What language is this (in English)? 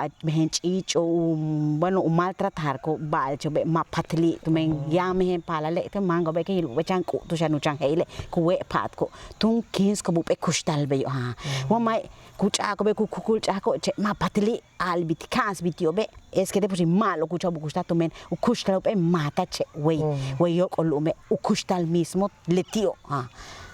Yucateco